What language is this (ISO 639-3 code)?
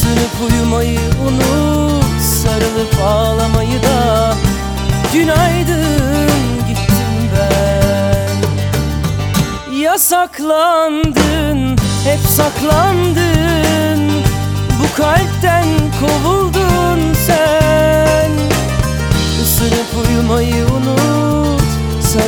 tur